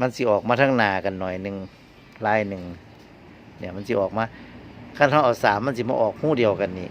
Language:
Northeastern Thai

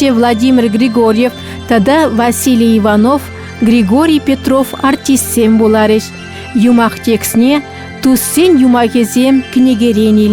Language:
Chuvash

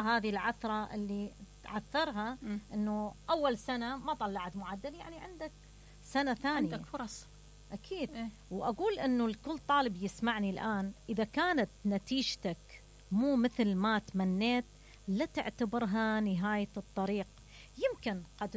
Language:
Mesopotamian Arabic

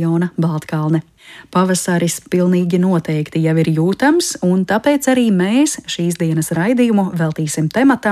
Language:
Latvian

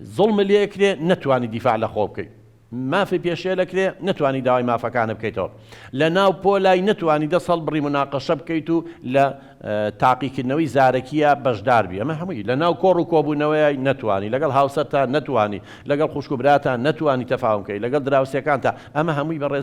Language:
Central Kurdish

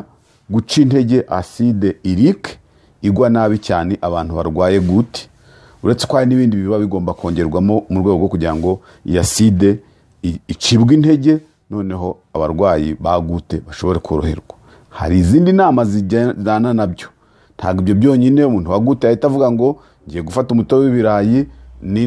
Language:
Kinyarwanda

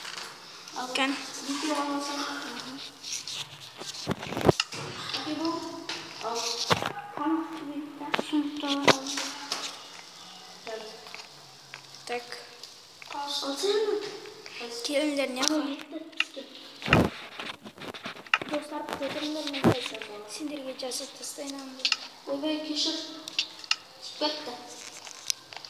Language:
Kazakh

